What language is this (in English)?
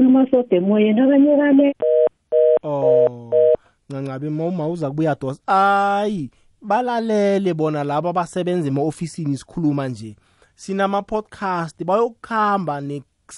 South Ndebele